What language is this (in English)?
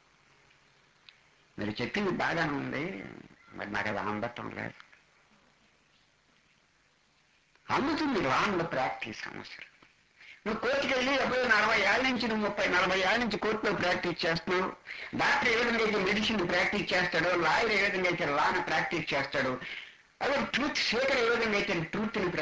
Telugu